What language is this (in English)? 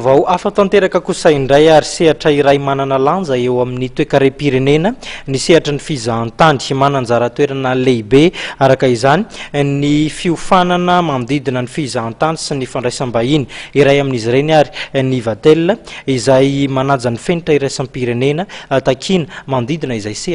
Malagasy